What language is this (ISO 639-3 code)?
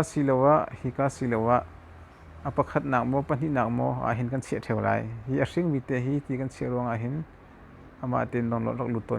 cnh